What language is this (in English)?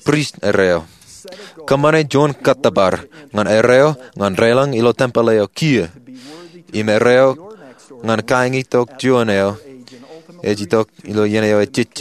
Marshallese